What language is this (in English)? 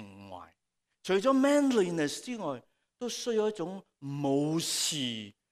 Cantonese